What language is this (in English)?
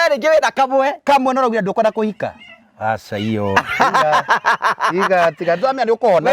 Kikuyu